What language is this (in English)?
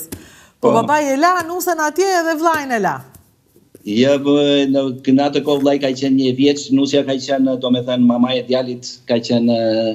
Albanian